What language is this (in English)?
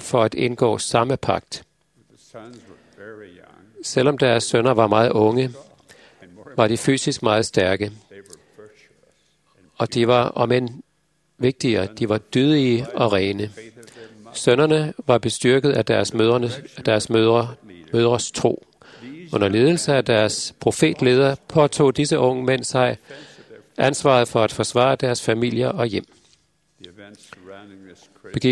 Danish